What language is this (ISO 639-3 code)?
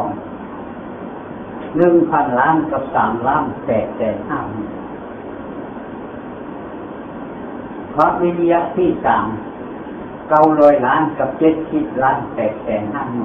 tha